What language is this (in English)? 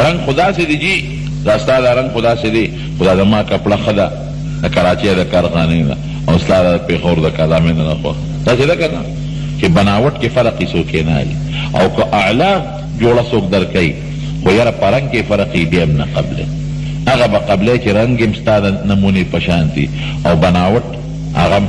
Pashto